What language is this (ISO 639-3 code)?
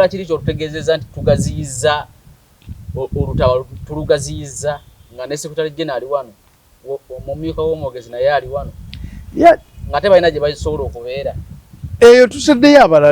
lug